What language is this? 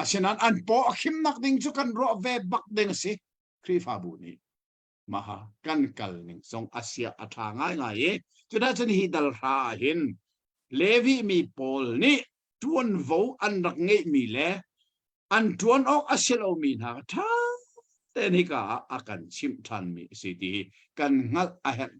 Hakha Chin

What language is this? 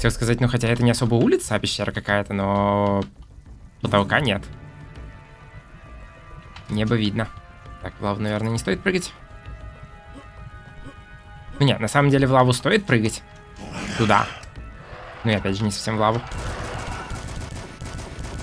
Russian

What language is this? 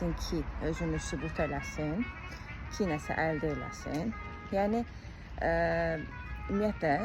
Azerbaijani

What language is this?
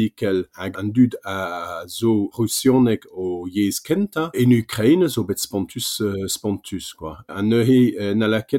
Breton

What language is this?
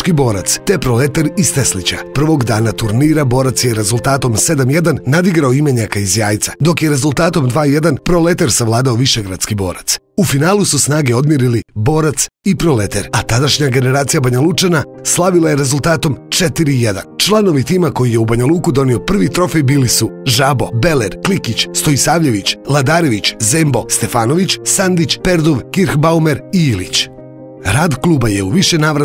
Serbian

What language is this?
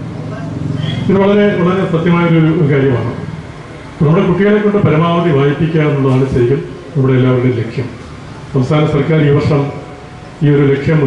Malayalam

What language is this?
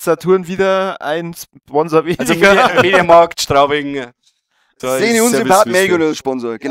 Bavarian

